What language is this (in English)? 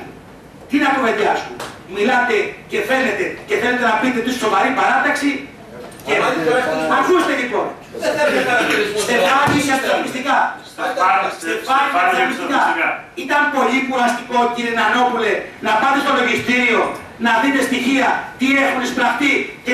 Greek